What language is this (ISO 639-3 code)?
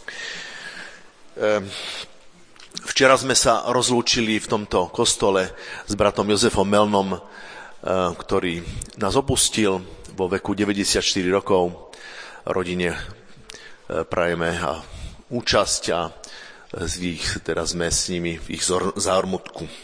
slk